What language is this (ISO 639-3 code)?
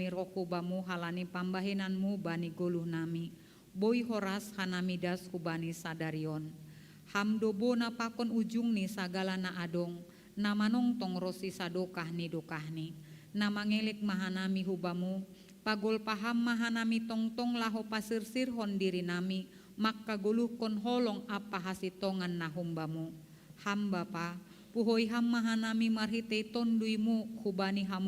bts